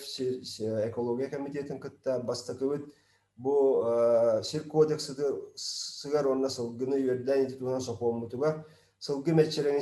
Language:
Yakut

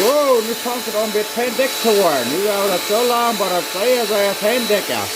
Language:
Plautdietsch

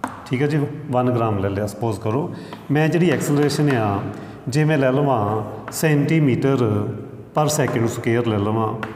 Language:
Punjabi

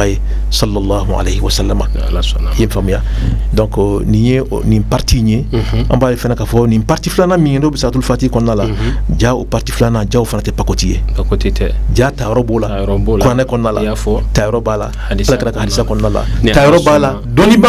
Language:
Bambara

